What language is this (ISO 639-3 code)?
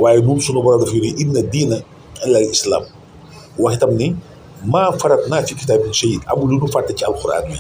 wol